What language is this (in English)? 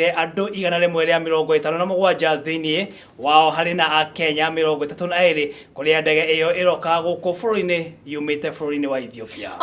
Kikuyu